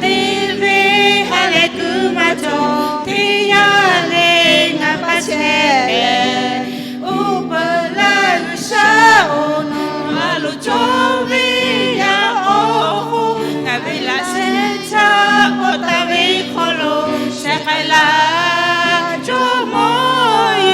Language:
Lahu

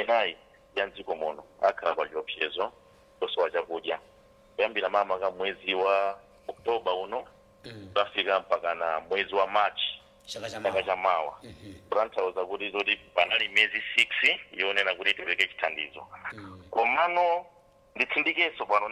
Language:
Nyanja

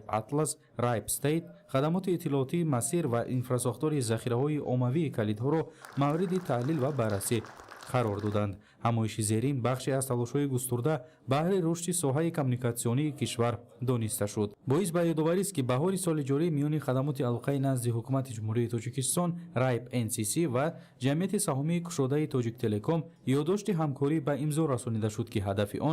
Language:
Tajik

